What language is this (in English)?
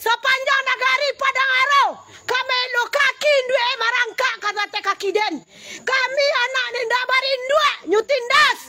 Minangkabau